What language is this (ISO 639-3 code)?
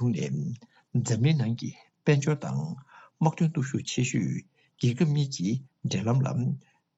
bod